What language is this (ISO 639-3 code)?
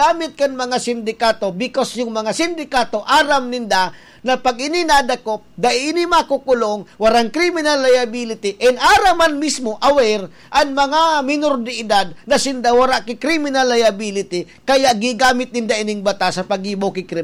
bik